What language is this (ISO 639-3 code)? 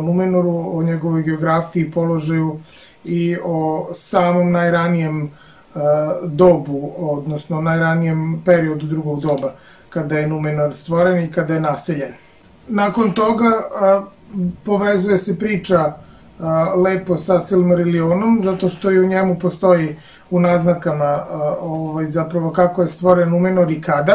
srp